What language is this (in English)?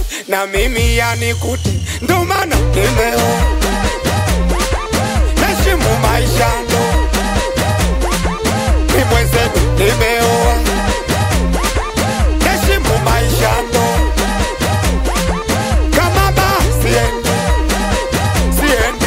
Swahili